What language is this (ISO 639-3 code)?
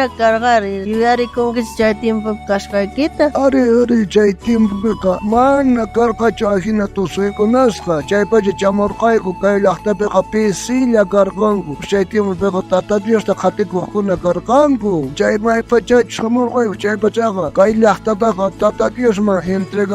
quh